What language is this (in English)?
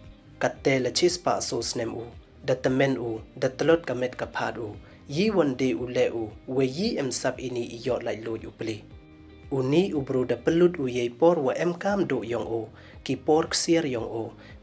Pnar